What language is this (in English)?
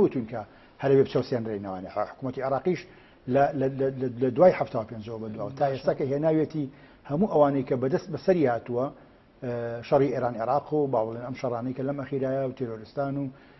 Central Kurdish